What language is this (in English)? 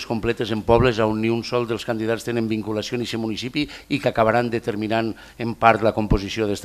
Catalan